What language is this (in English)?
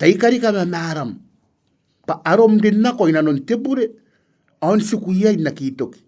Gilbertese